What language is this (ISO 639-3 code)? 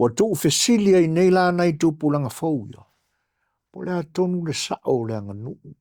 smo